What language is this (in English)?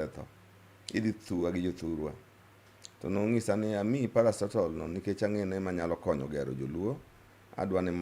Luo (Kenya and Tanzania)